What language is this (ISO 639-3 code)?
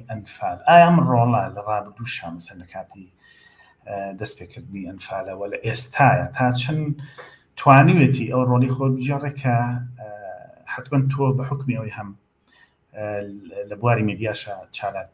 ckb